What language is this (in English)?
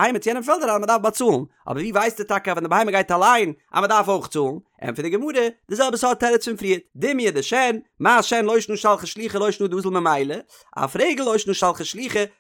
Yiddish